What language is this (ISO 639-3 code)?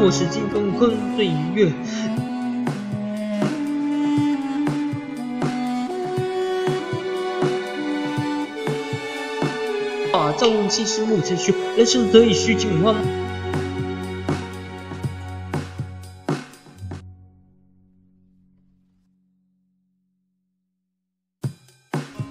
zho